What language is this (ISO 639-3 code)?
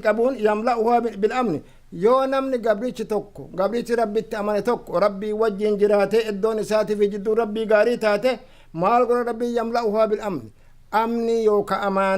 orm